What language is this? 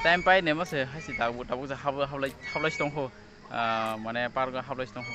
Kok Borok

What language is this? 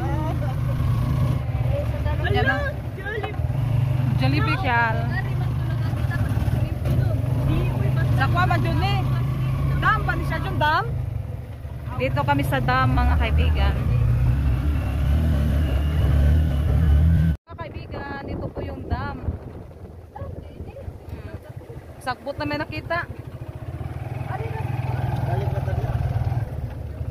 Filipino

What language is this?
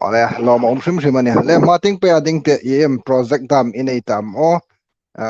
Hmar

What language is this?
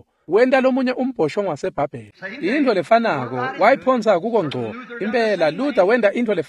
Swati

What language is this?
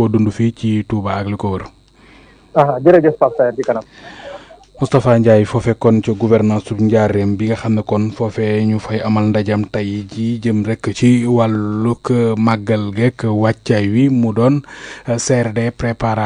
Wolof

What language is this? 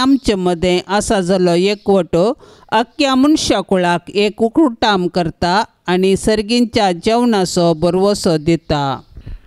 Konkani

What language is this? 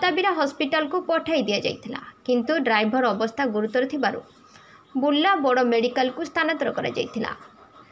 Odia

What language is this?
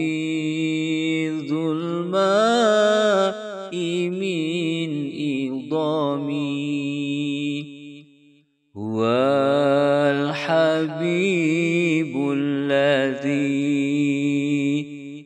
Arabic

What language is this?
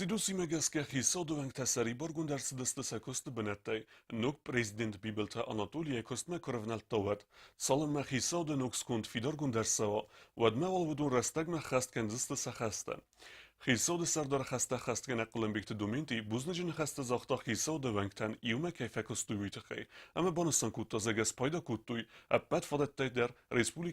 Ossetic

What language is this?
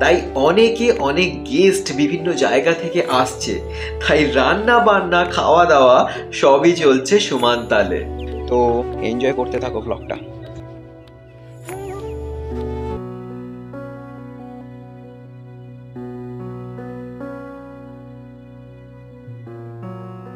Bangla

